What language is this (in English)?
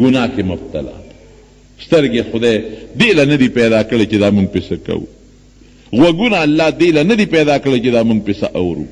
Pashto